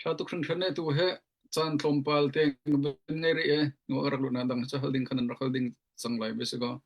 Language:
Hakha Chin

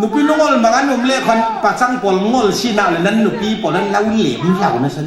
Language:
Falam Chin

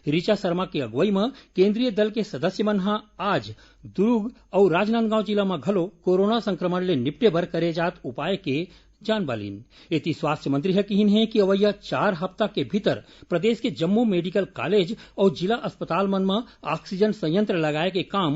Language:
Chhattisgarhi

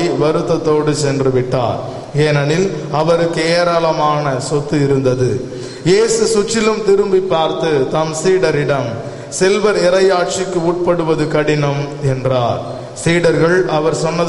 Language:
Tamil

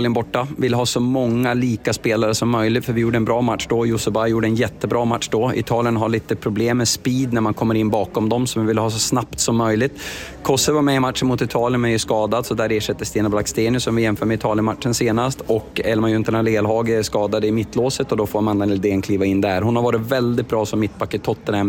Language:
Swedish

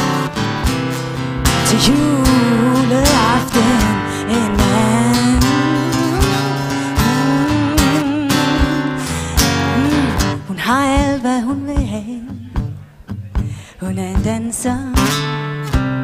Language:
Danish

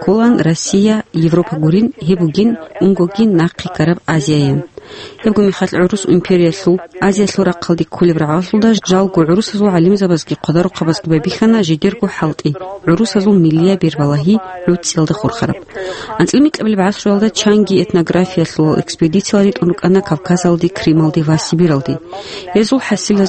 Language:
Avaric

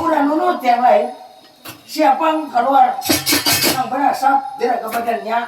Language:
Banjar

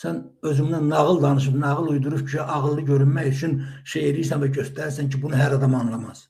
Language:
Azerbaijani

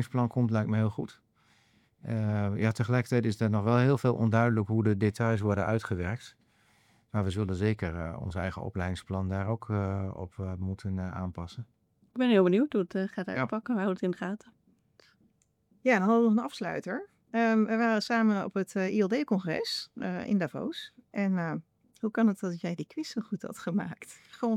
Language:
Dutch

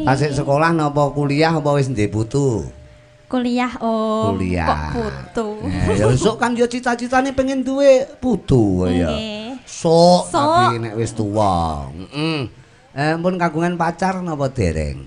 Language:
Javanese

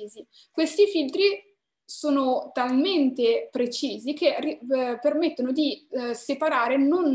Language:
Italian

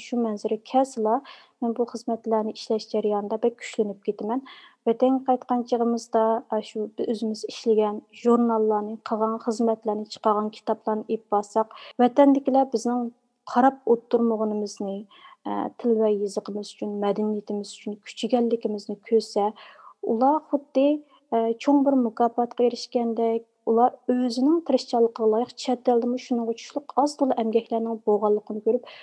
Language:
Uyghur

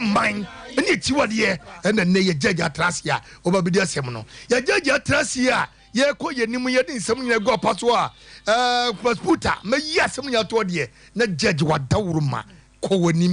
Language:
Akan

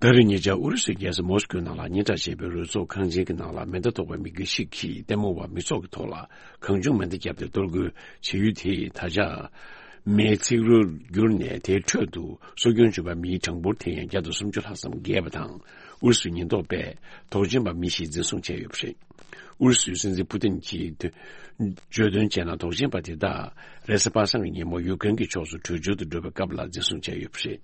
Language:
Tibetan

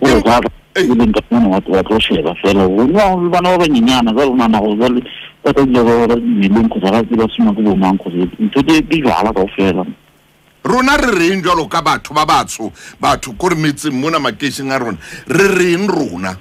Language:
Southern Sotho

